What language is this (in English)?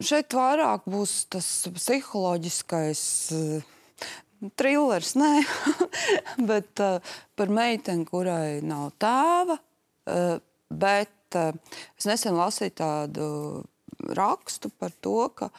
Latvian